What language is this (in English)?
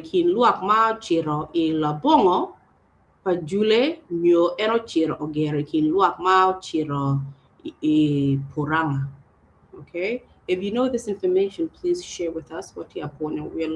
Acoli